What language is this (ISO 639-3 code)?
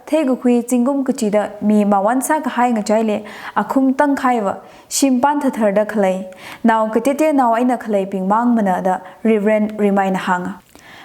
nmf